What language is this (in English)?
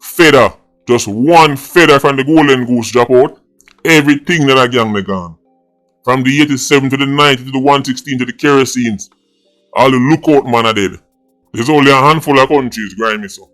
Jamaican Creole English